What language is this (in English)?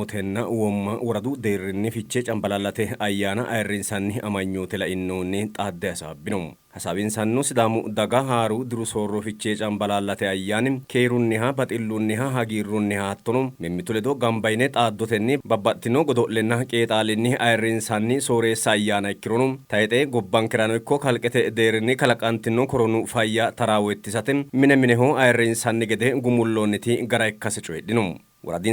Sidamo